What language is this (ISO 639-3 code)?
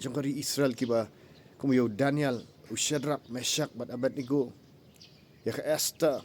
kha